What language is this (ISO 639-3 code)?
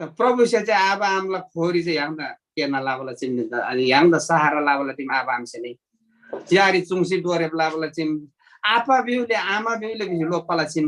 taj